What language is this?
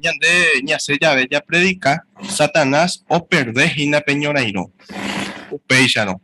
Guarani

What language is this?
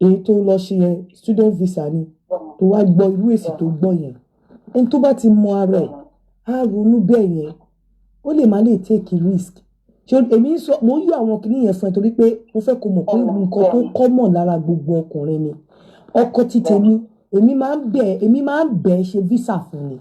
Yoruba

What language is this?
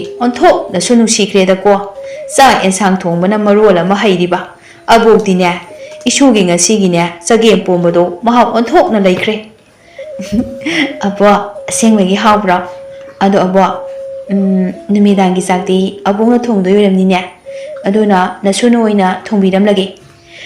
Manipuri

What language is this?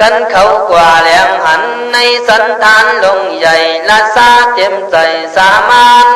Khün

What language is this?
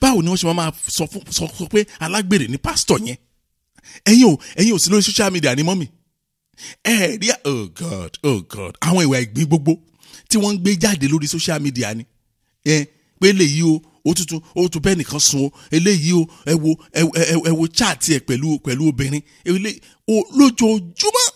Yoruba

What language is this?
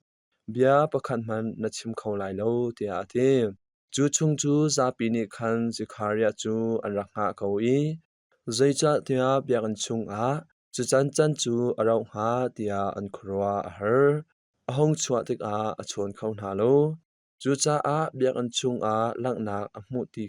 Hakha Chin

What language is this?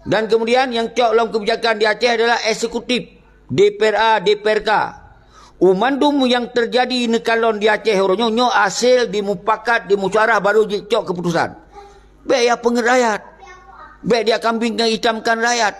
Achinese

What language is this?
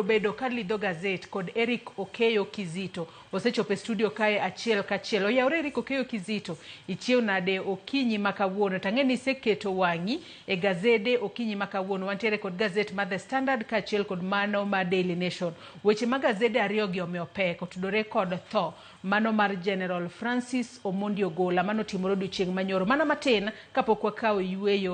Luo (Kenya and Tanzania)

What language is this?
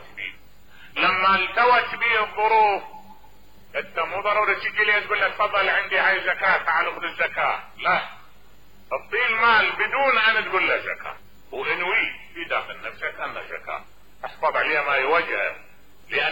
Mesopotamian Arabic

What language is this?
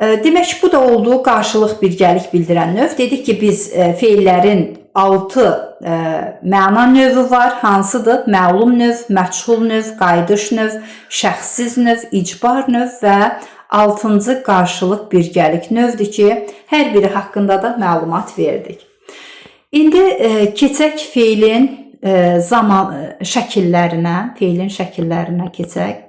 Azerbaijani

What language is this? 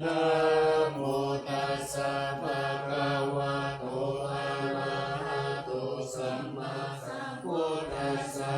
Pali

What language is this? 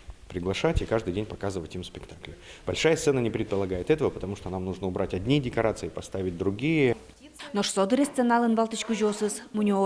Udmurt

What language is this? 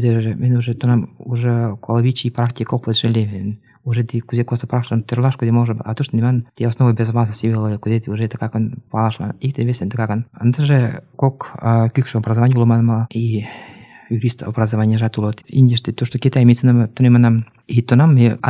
Mari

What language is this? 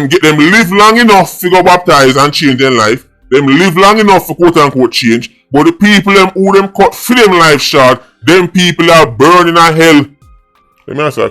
Jamaican Creole English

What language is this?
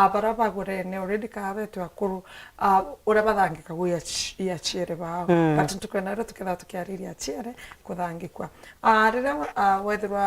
Meru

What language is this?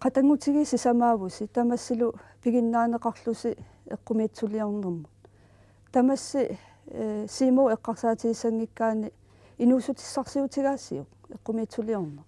Kalaallisut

